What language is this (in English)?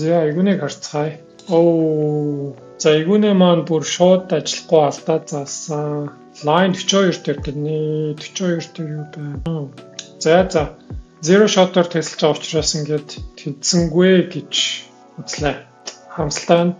Mongolian